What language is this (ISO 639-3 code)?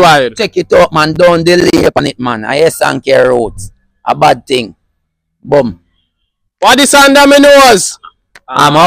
jam